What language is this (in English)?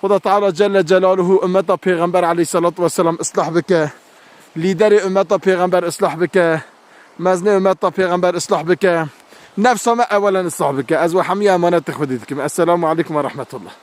Kurdish